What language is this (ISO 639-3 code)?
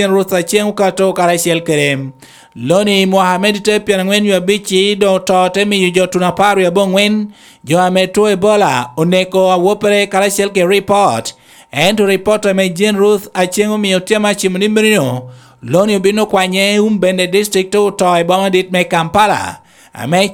laj